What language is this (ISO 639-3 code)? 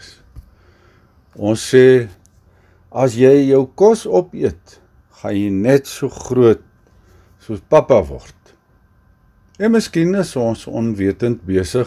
afr